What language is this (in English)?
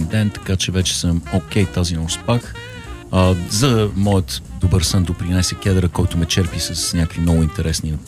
Bulgarian